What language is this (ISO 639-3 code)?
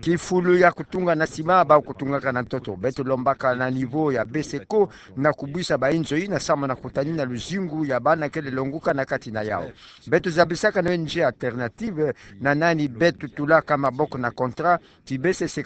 ktu